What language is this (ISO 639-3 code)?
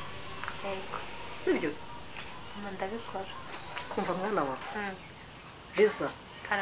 kin